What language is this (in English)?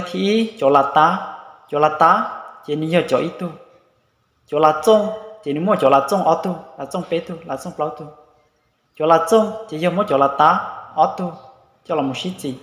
Hmong